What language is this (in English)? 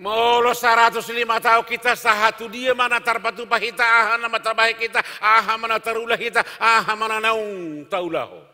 Batak Toba